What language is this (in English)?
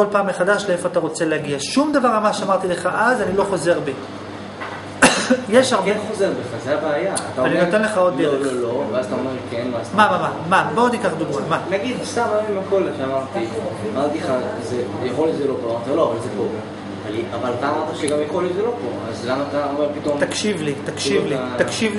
Hebrew